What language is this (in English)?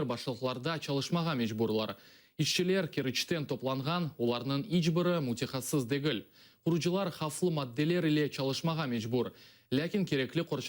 Crimean Tatar